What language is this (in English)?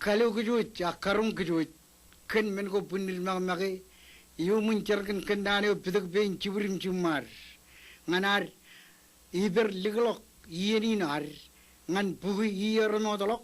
Marshallese